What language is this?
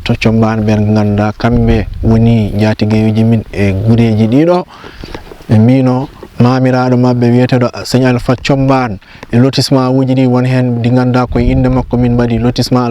Fula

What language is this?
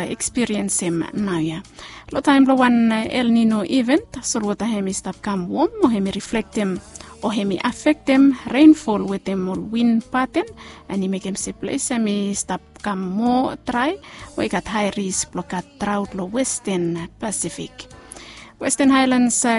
Bislama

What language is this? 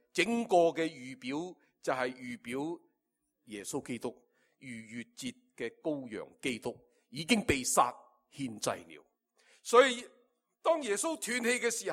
Cantonese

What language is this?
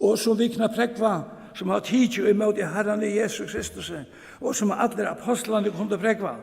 Faroese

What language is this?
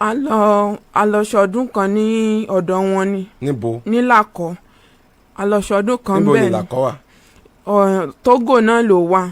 Yoruba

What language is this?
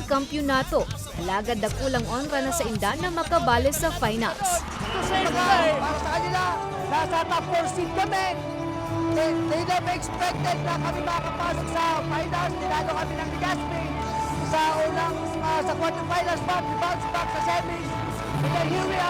Bikol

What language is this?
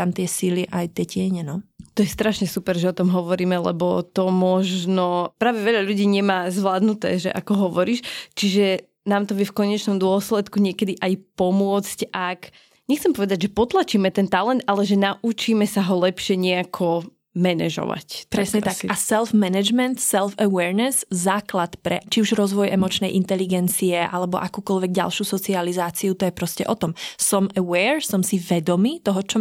Slovak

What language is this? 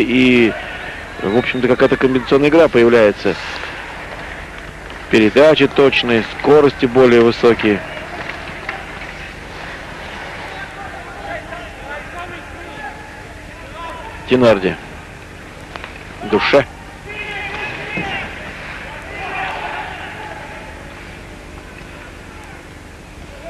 Russian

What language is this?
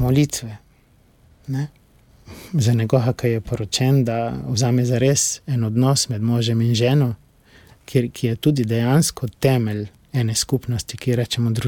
Slovenian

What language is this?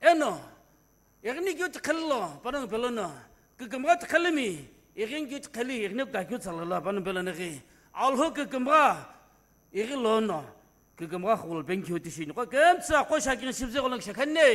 Sumi Naga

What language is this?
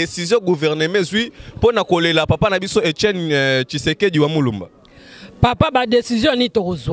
Lingala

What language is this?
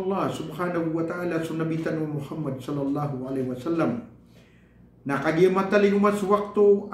Maranao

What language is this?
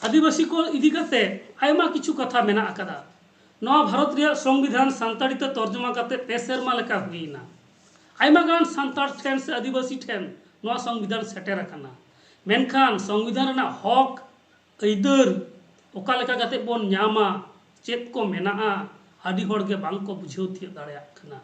Santali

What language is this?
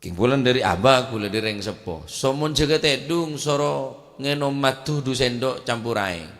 Madurese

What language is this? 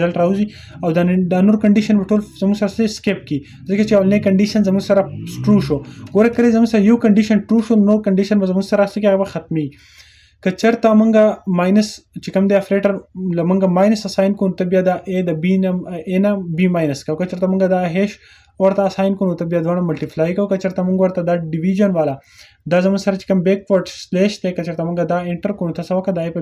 Pashto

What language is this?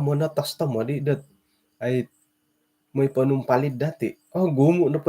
Central Dusun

